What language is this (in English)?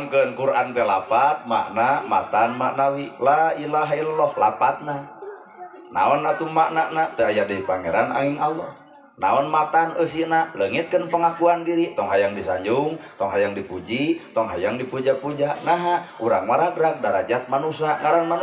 Sundanese